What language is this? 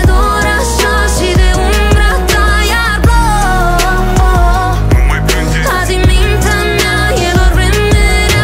Romanian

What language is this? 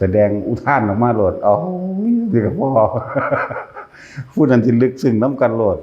Lao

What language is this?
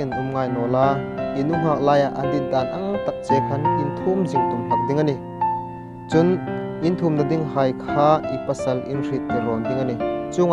Hmar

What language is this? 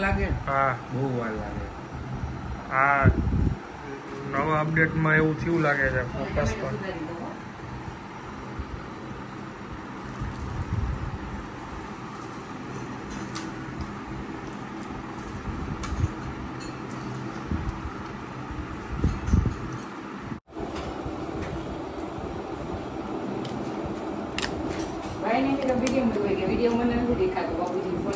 Gujarati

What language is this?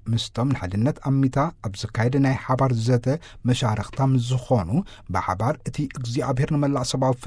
Tigrinya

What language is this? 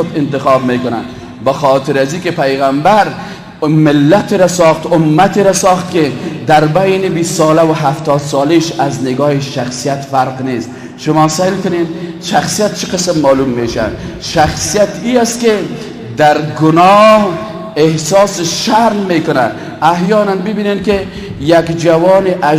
Persian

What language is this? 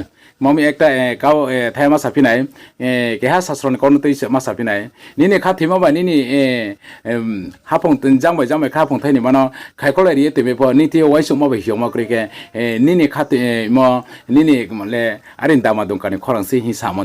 Riang (India)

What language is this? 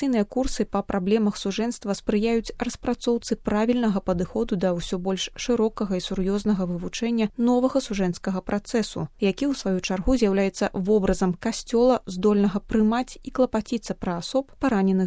Belarusian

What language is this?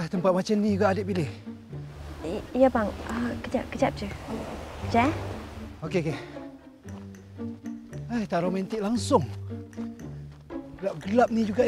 Malay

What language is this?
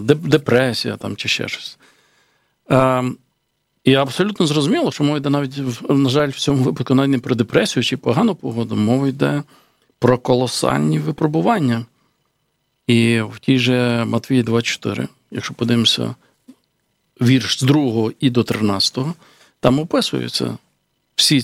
Ukrainian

